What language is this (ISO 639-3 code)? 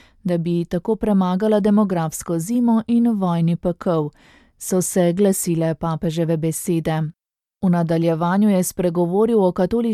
slv